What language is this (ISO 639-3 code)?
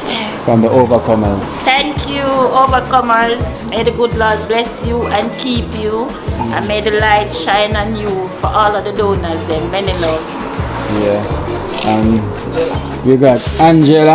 jam